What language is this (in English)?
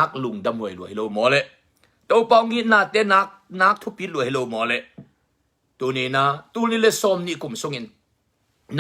Tedim Chin